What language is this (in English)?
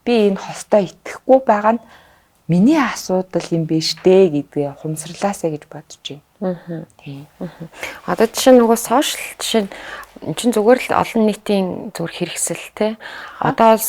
Mongolian